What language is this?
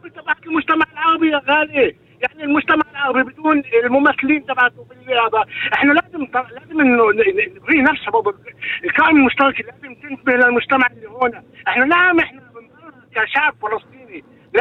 North Levantine Arabic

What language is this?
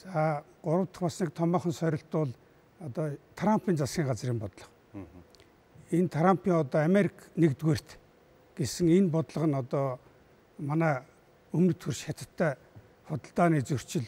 Mongolian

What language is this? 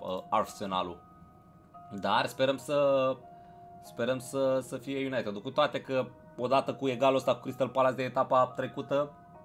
Romanian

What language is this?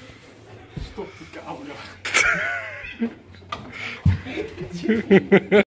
Dutch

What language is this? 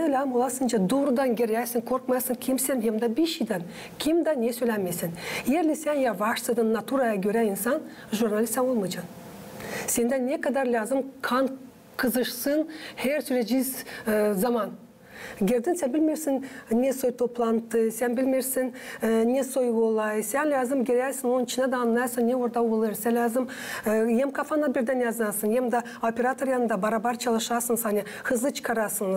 Gagauz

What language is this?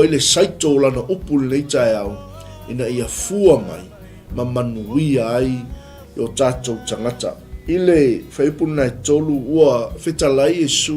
Samoan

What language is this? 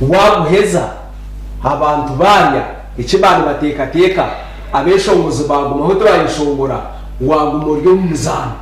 Nyankole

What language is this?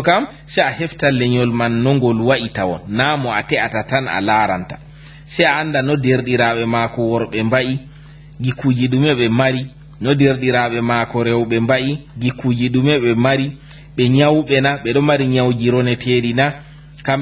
Fula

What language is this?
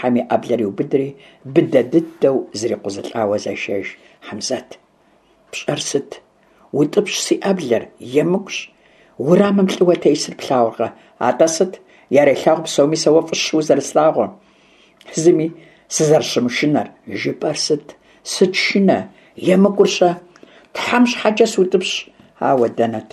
Kabardian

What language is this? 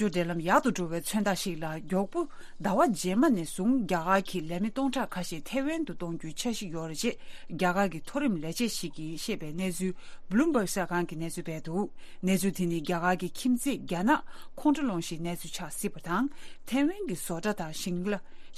Tibetan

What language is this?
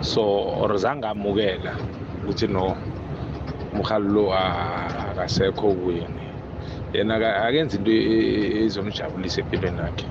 South Ndebele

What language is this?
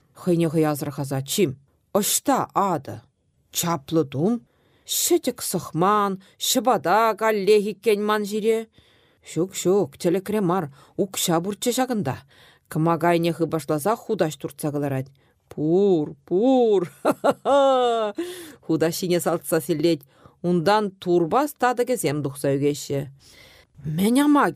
Chuvash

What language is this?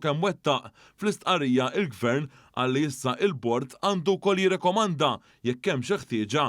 Maltese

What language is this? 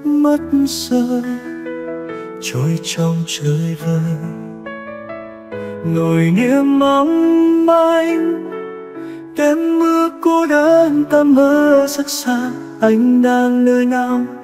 Vietnamese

